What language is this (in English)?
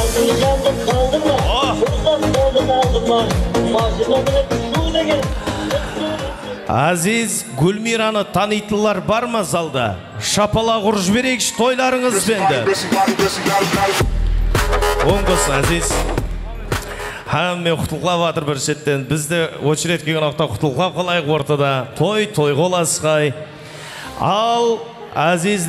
Kara-Kalpak